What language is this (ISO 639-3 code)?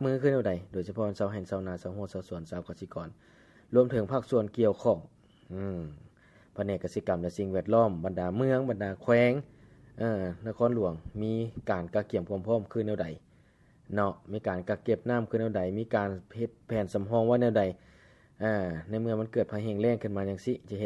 lao